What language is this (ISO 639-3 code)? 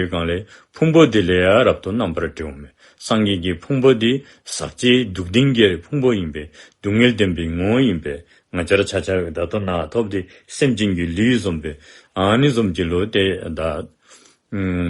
dzo